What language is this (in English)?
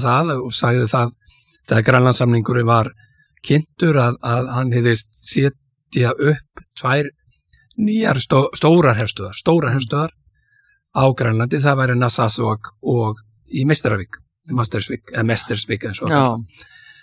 Icelandic